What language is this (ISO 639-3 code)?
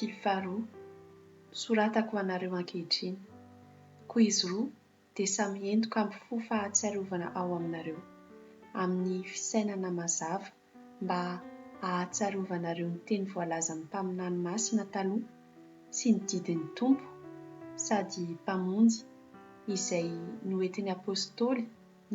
mlg